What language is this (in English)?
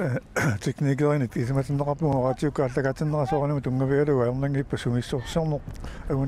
Kalaallisut